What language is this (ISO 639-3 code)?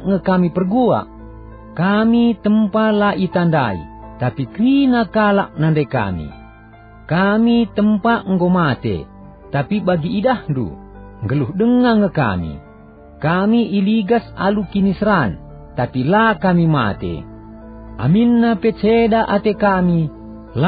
btx